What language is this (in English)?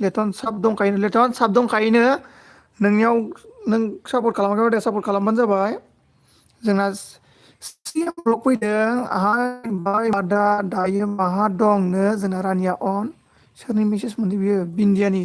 Bodo